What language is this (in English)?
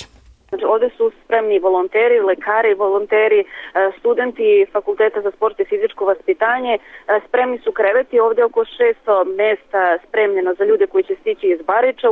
Serbian